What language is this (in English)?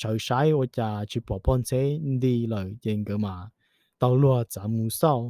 Hmong